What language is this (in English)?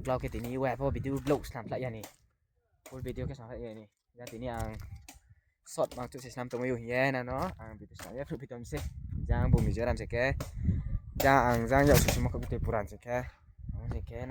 Riang (India)